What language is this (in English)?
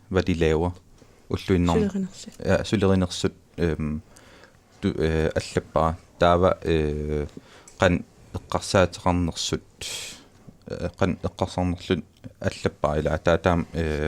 Kalaallisut